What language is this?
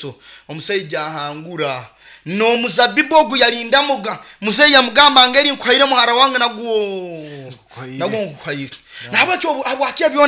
Nyoro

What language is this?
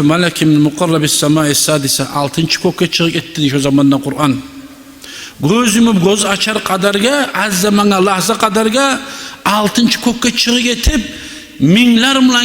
Kumyk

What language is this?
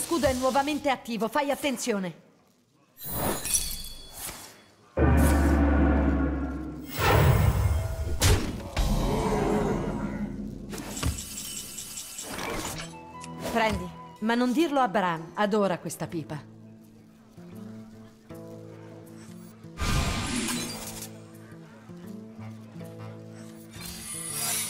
Italian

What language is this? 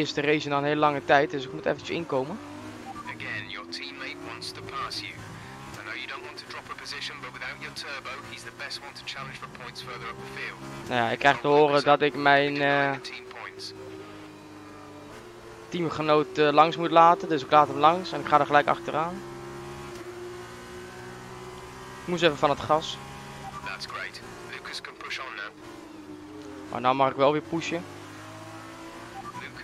Dutch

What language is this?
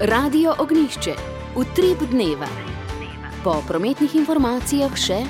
Slovenian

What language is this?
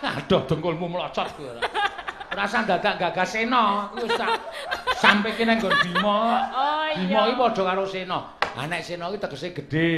Javanese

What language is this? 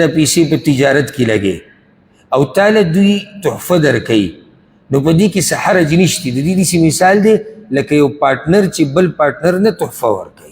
Pashto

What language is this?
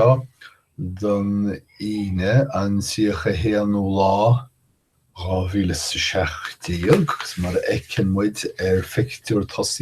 Irish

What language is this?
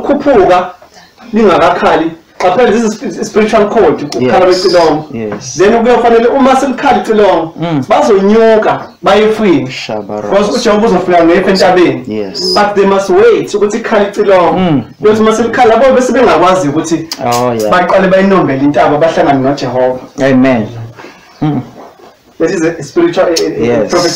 Zulu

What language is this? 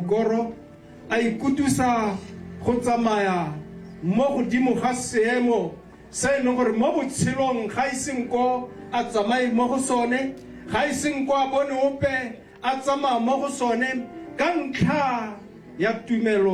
Tswana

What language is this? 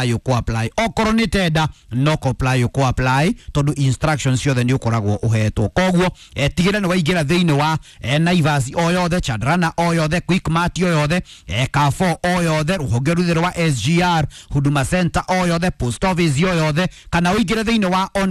Kikuyu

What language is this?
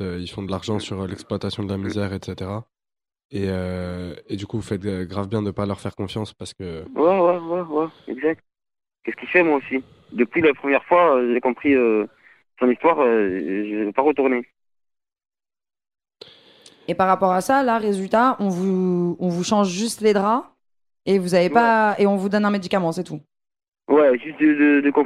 French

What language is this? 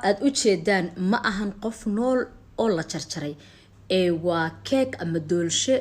Somali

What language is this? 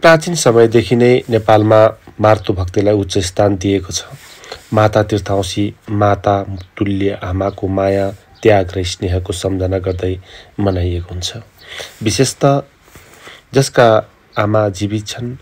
Nepali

